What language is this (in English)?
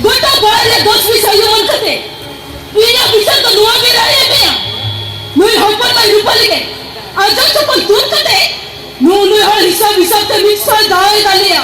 Santali